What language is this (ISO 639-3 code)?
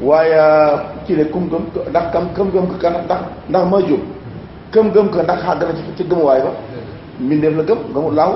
wol